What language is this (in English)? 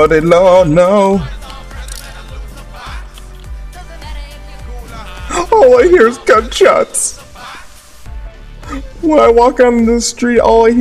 English